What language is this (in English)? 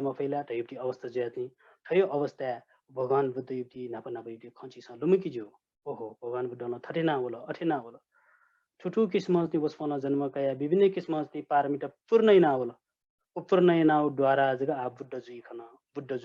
Newari